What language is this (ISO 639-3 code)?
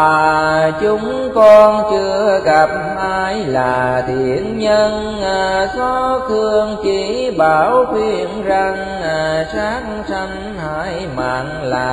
vie